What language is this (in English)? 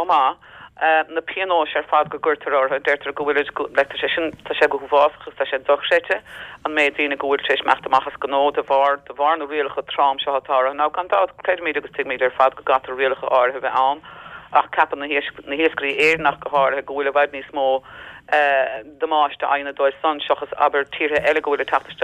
Irish